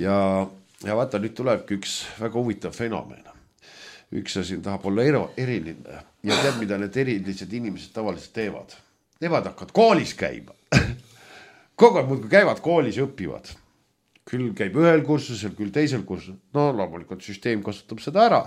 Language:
Estonian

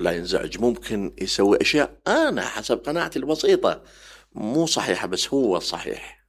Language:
Mesopotamian Arabic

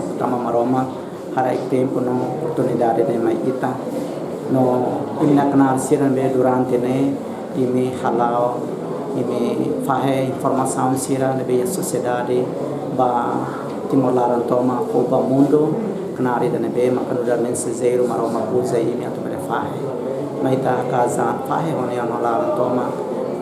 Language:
Tetum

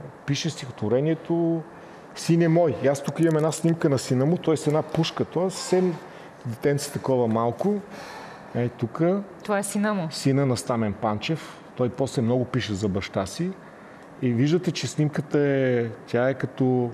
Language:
Bulgarian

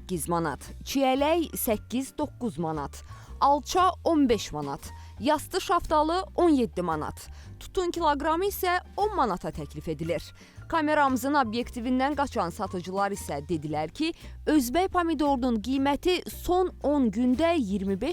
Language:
Azerbaijani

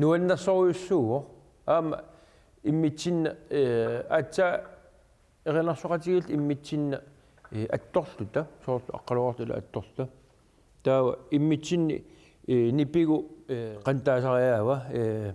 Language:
Kalaallisut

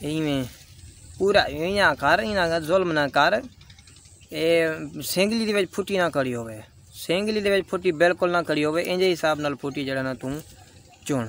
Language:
Saraiki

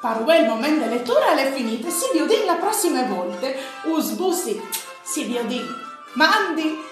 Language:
Friulian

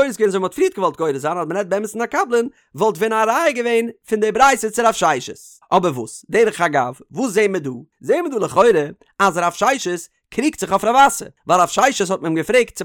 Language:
Yiddish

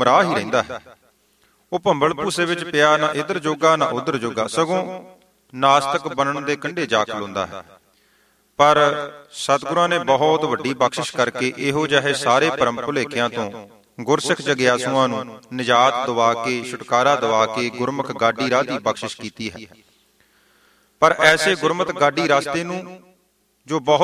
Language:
Punjabi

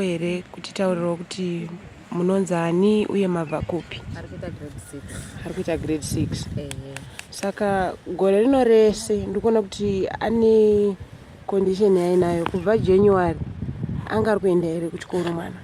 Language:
Shona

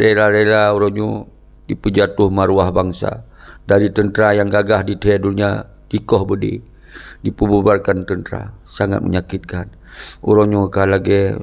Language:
Achinese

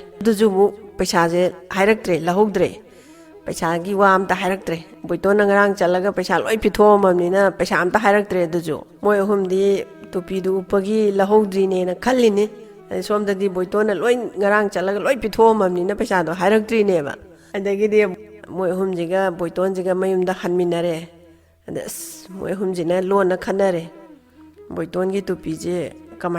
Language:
Manipuri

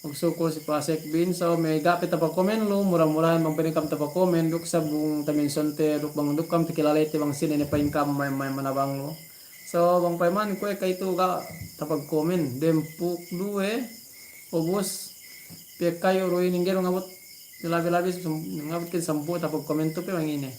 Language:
Yakan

